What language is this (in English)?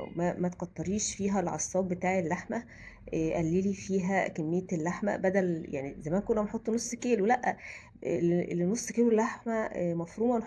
Egyptian Arabic